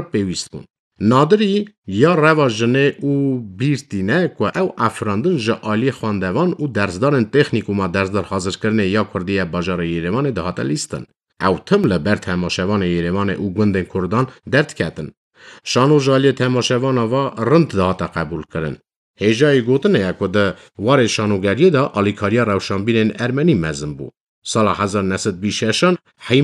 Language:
Kurdish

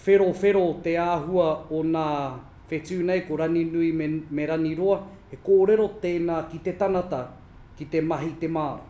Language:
Māori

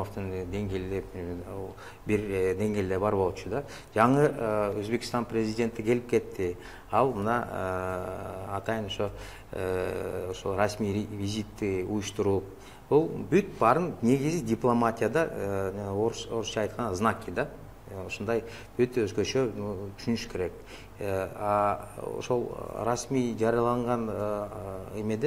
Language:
Kyrgyz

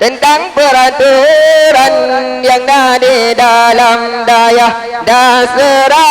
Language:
Achinese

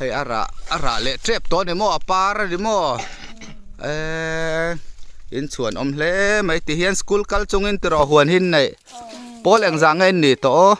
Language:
Mizo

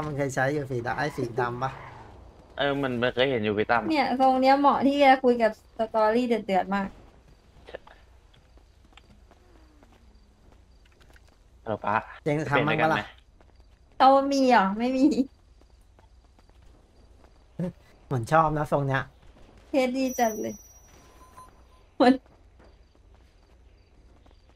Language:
Thai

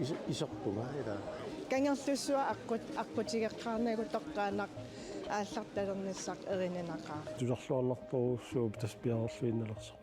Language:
Kalaallisut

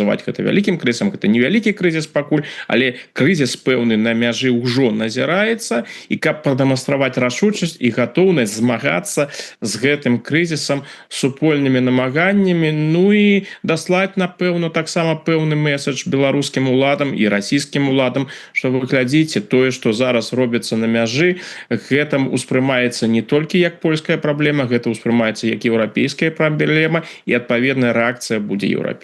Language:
Belarusian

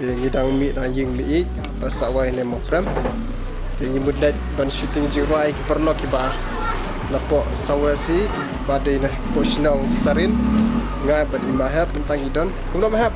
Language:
Khasi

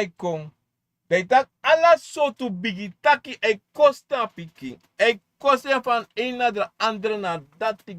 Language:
Sranan Tongo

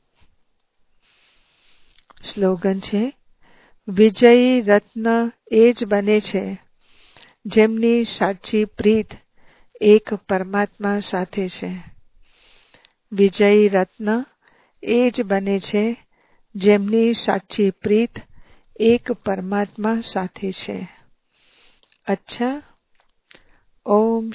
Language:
Gujarati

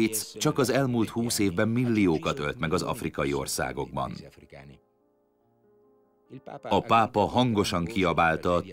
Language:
Hungarian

